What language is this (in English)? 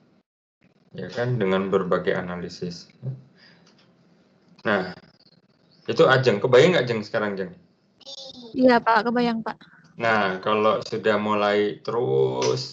Indonesian